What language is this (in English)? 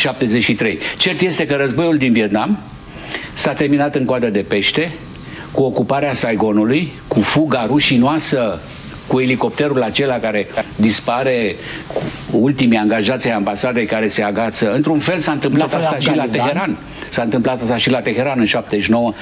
Romanian